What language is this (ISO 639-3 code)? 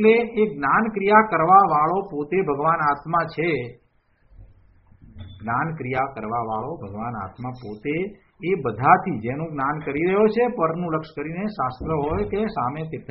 guj